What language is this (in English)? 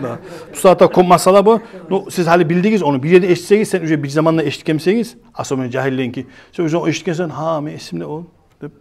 Kumyk